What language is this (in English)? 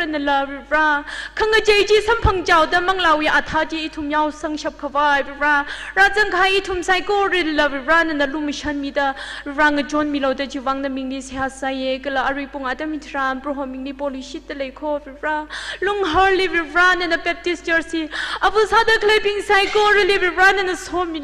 Tangkhul Naga (India)